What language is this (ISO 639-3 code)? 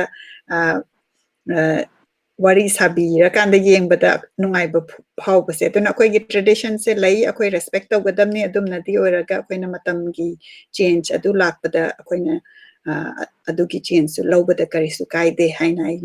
mni